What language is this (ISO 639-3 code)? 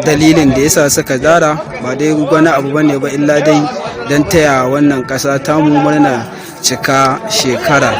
hau